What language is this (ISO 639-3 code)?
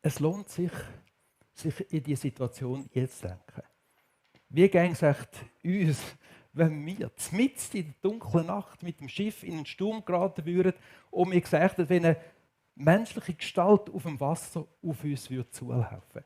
gsw